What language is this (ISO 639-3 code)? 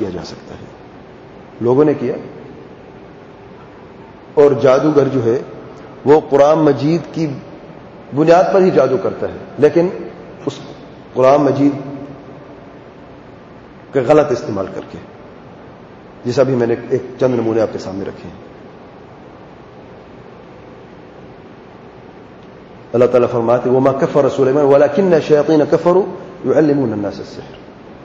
urd